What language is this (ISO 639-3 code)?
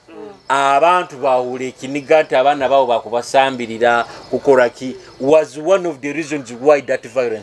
nyo